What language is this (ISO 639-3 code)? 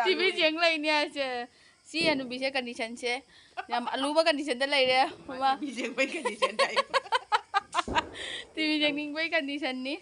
mni